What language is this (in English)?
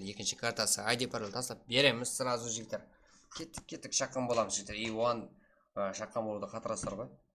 Kara-Kalpak